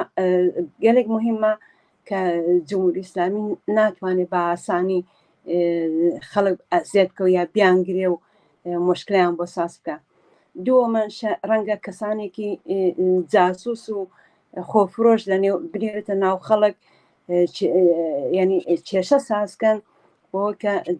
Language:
Central Kurdish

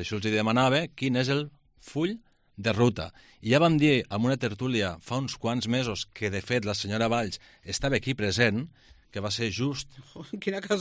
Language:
Catalan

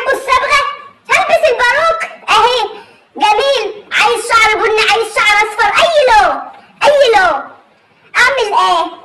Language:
Egyptian Arabic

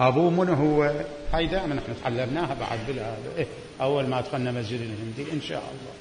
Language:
Mesopotamian Arabic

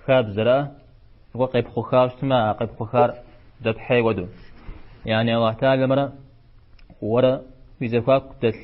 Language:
Kabardian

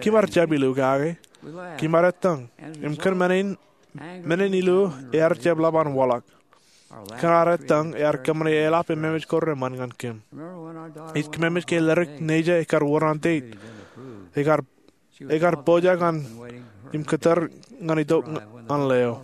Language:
Marshallese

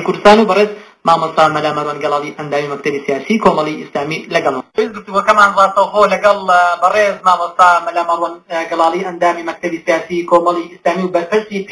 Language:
Central Kurdish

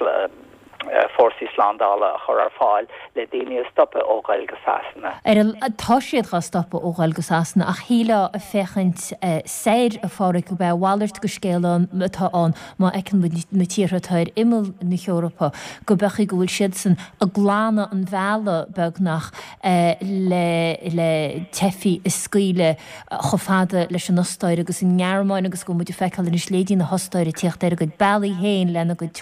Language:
Irish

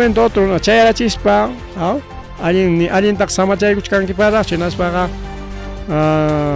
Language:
Ayacucho Quechua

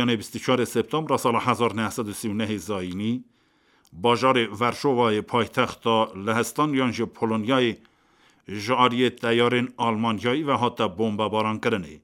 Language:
Kurdish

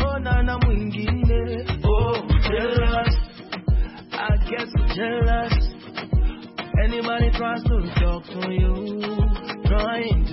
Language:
Swahili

